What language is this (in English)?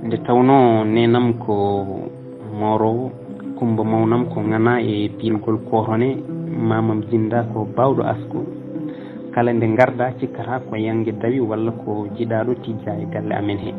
Fula